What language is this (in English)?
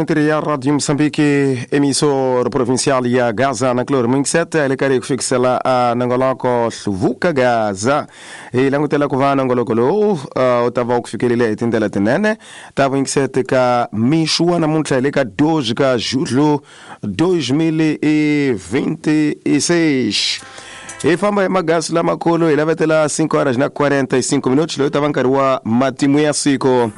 Tsonga